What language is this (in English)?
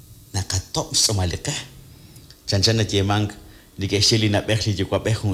Kekchí